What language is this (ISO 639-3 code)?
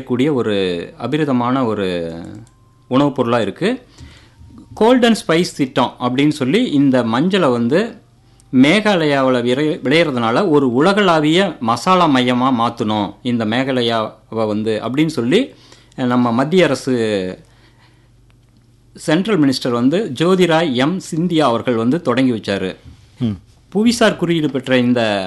tam